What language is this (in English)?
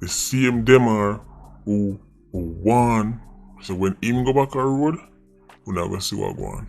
Jamaican Creole English